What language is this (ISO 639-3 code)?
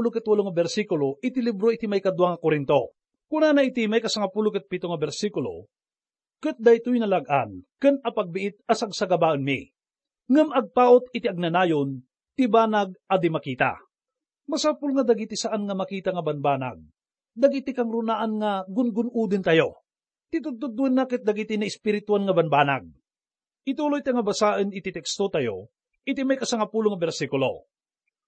ilo